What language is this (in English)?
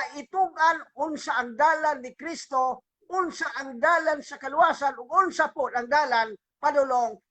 Cebuano